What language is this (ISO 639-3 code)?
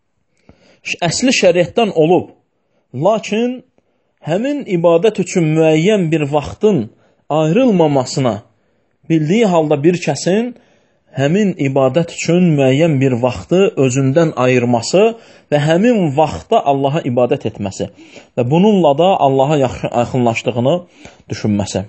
aze